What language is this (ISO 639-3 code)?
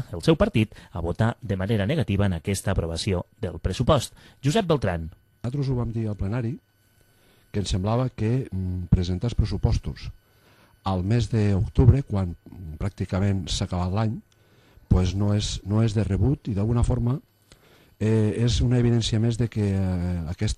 cat